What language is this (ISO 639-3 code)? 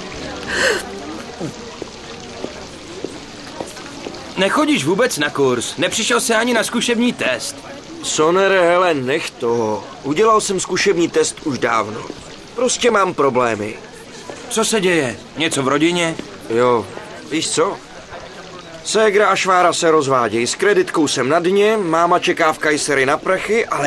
ces